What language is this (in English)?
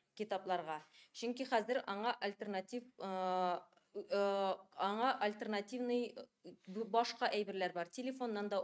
Tatar